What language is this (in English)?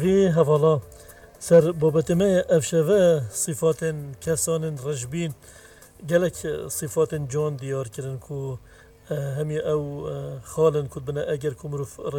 Kurdish